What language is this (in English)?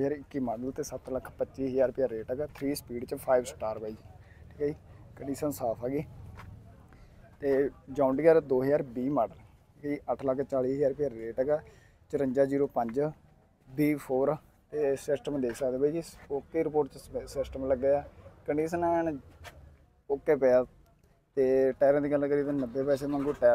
Punjabi